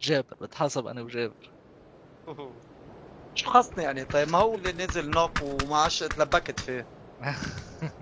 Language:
North Levantine Arabic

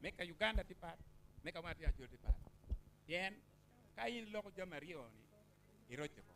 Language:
Acoli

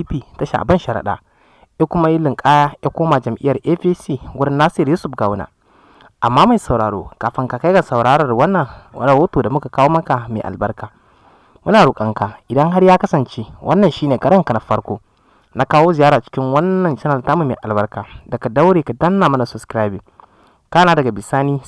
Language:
Hausa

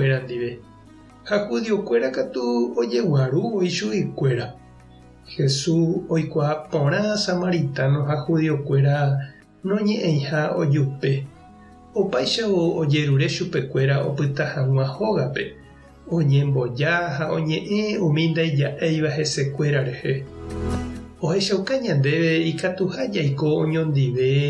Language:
Guarani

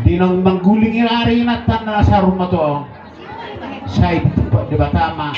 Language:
Batak Toba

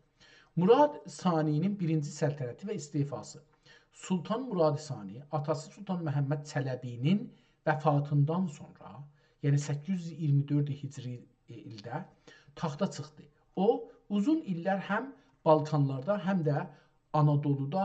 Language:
South Azerbaijani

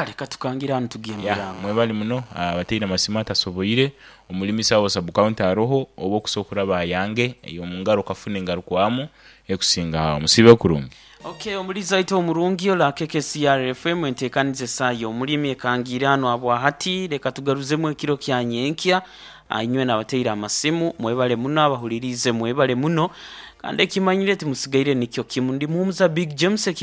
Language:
Nyoro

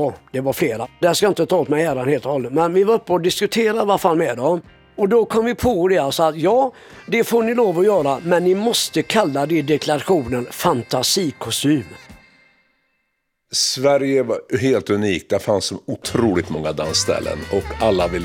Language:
Swedish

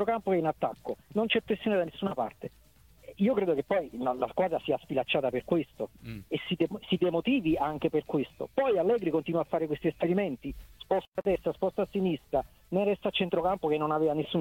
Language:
Italian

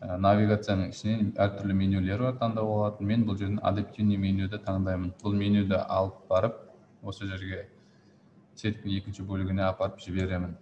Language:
Kazakh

